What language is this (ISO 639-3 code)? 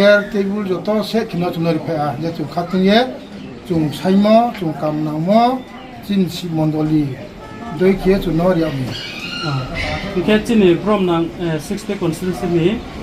ria